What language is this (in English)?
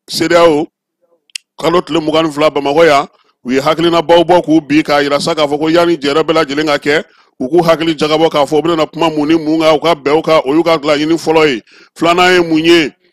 Bambara